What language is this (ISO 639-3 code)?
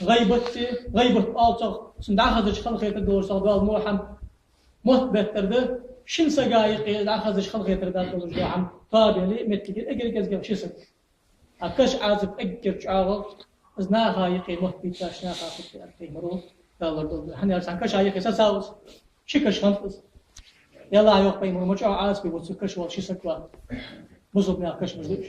inh